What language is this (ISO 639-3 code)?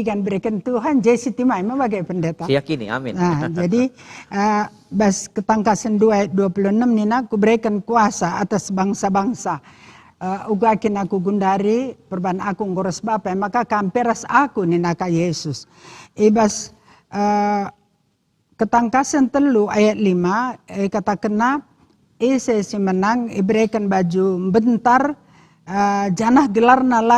btx